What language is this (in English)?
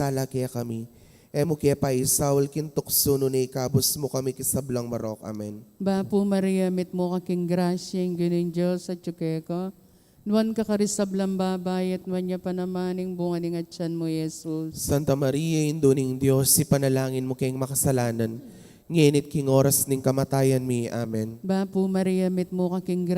Pampanga